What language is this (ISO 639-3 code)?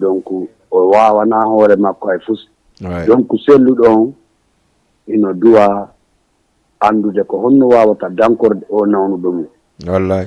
ful